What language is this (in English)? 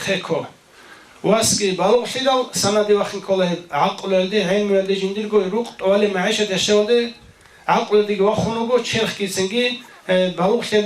Avaric